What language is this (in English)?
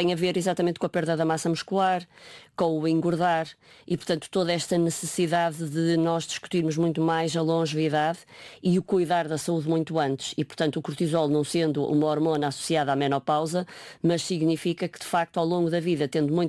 Portuguese